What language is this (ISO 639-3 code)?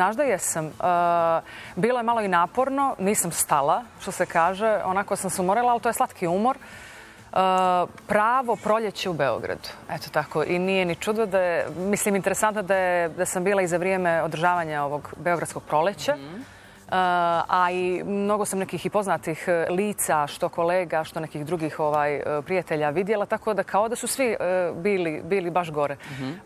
bos